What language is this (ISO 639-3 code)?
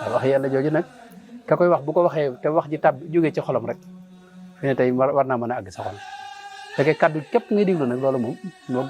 wol